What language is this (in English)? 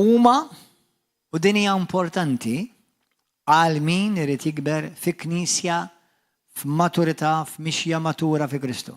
Maltese